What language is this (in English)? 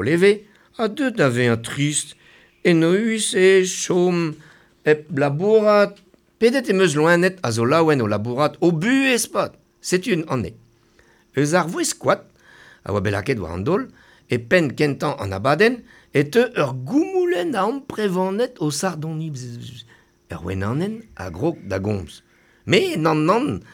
Breton